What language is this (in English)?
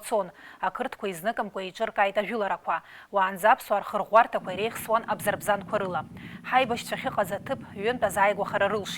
Abkhazian